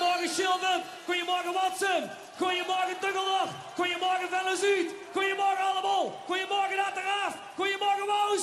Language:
Limburgish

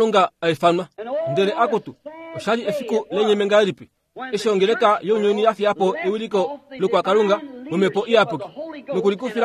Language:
Kuanyama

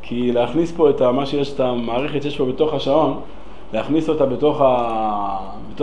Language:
Hebrew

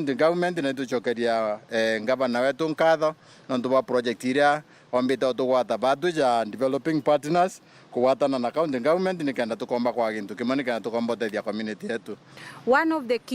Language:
Meru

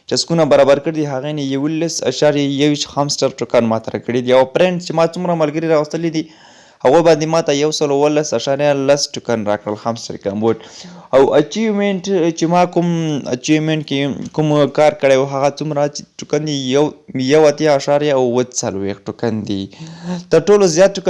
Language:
Pashto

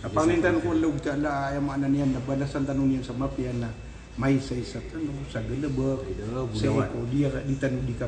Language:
Maranao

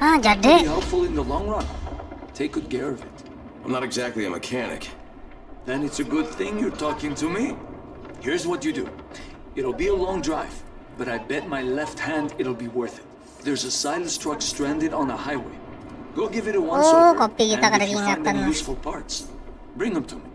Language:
Banjar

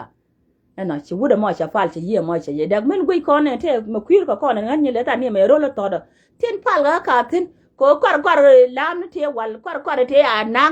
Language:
Nuer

